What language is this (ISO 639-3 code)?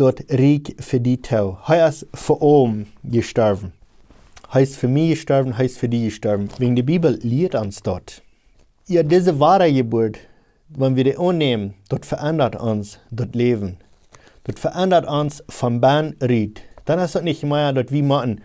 pdt